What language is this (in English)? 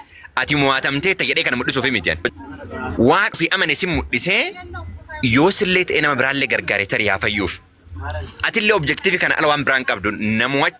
Oromo